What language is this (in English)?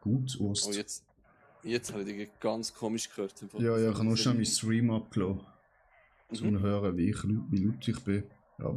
Swiss German